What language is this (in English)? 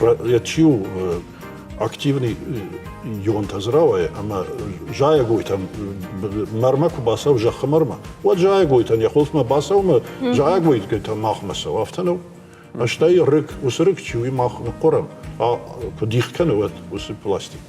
Ossetic